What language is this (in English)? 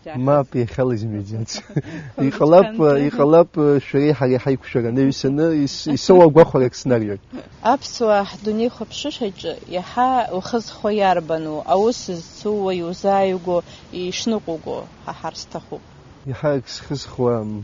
Abkhazian